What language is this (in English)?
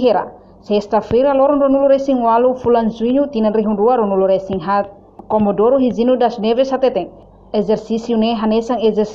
Tetum